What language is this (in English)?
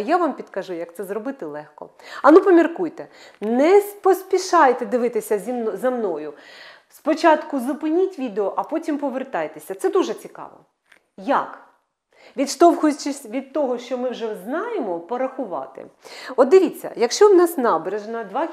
Ukrainian